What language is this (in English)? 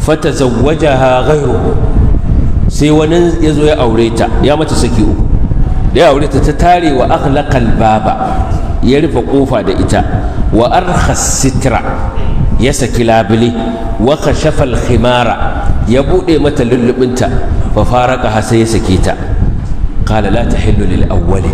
Hausa